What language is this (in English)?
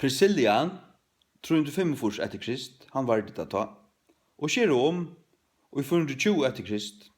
Faroese